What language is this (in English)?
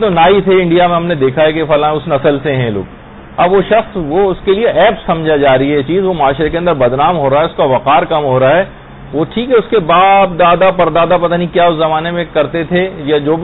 Urdu